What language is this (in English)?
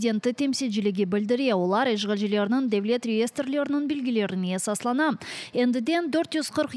Crimean Tatar